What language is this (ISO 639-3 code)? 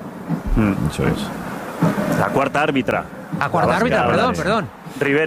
spa